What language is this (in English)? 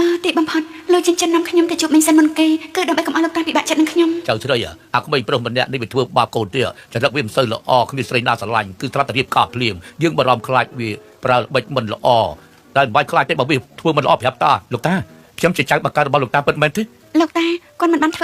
Khmer